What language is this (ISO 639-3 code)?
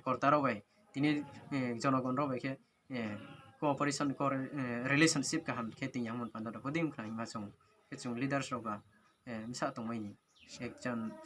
ria